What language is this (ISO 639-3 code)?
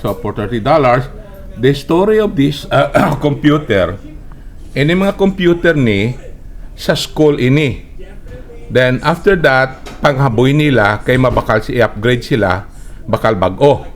hil